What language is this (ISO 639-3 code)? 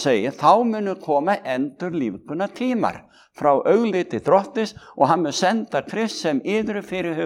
isl